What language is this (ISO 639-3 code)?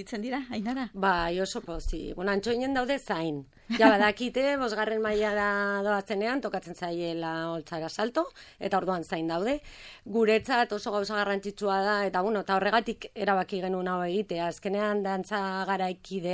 eus